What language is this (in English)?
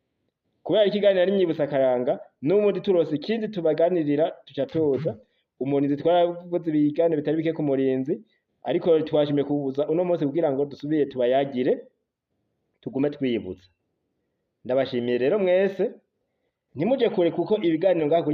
Rundi